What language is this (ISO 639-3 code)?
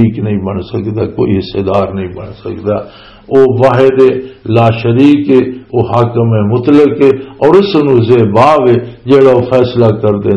lah